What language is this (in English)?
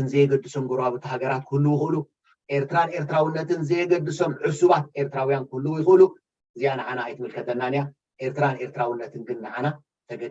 Tigrinya